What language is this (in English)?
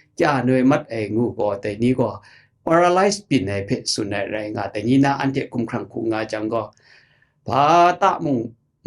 Kachin